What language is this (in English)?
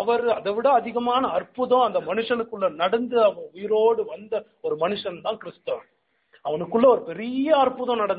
Tamil